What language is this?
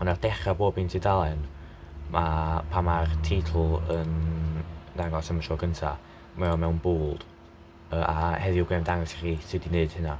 Welsh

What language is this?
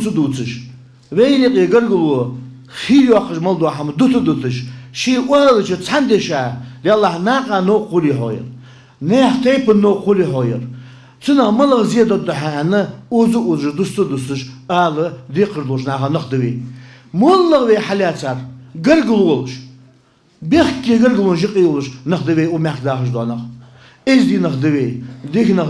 Ingush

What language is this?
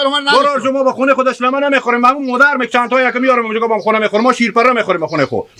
Hazaragi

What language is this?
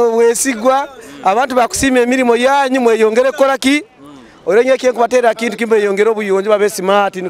Nyoro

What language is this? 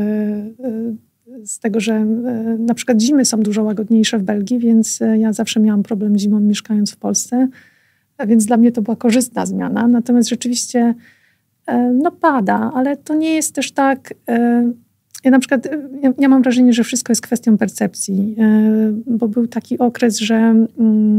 Polish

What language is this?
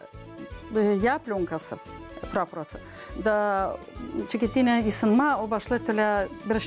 Gagauz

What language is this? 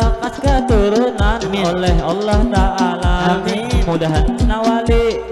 Banjar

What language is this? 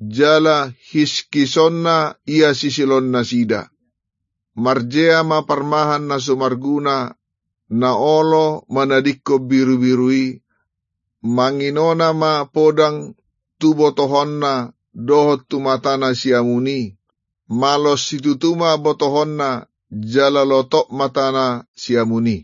Batak Toba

